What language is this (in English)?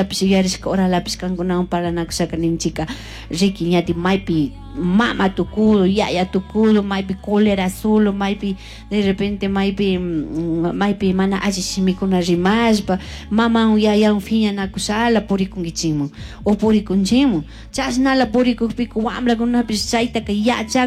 Chimborazo Highland Quichua